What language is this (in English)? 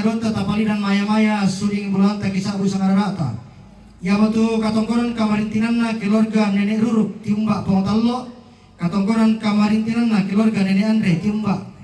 Toraja-Sa'dan